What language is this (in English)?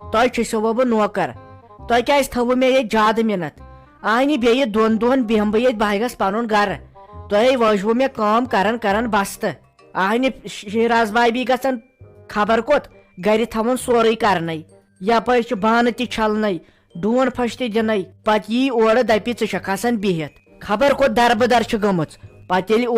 Kashmiri